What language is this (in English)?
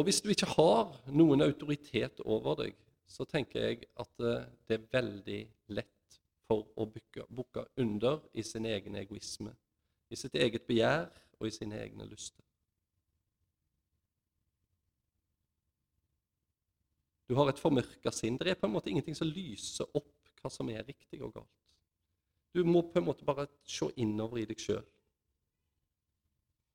Norwegian